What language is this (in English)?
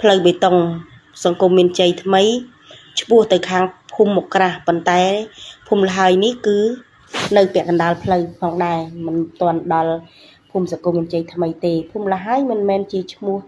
Khmer